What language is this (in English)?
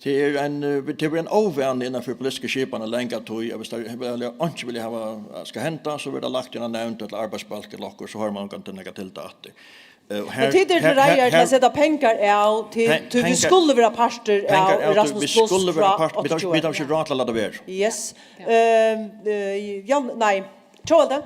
Faroese